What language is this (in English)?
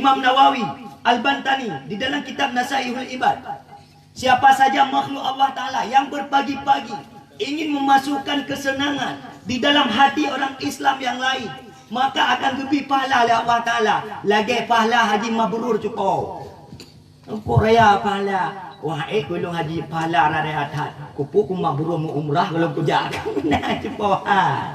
Achinese